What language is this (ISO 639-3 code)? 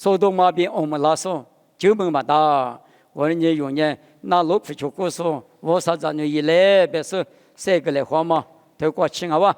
lis